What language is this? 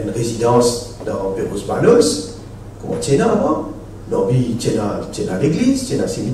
Morisyen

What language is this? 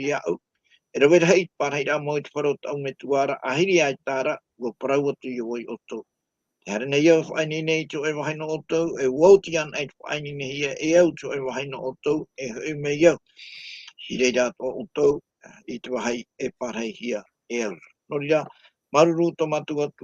Tahitian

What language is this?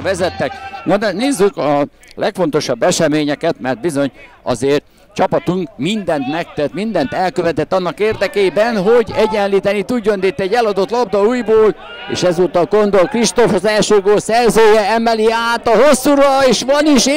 Hungarian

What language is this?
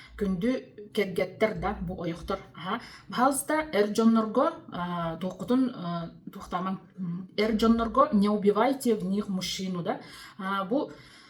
Yakut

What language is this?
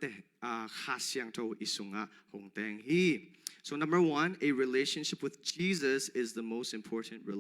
Tedim Chin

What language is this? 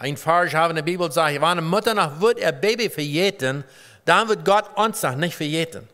Plautdietsch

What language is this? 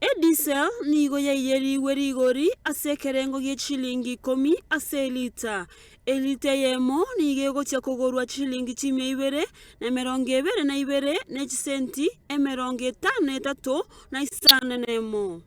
Gusii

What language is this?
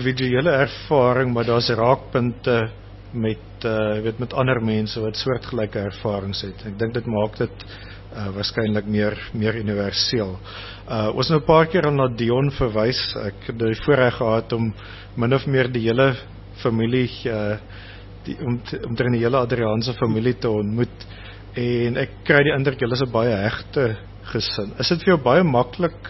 Afrikaans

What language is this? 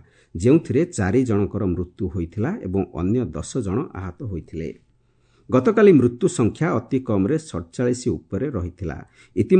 Odia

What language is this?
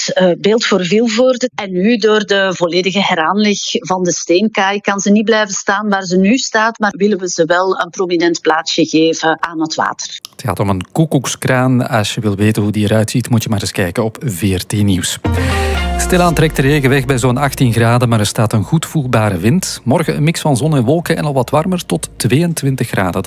Dutch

